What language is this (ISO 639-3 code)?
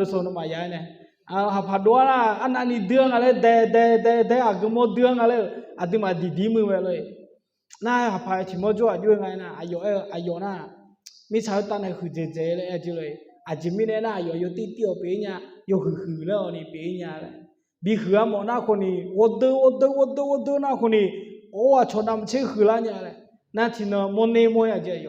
ahk